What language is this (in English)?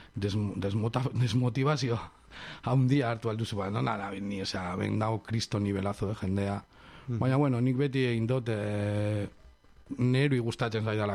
Basque